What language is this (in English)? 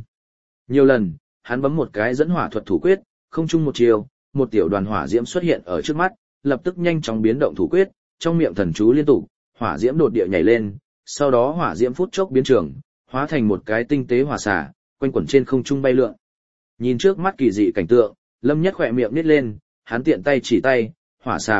Vietnamese